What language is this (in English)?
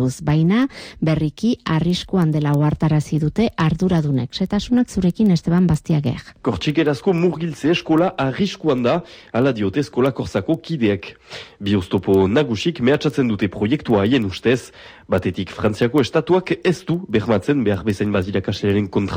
Basque